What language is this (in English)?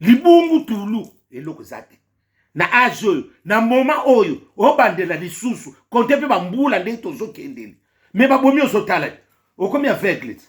Lingala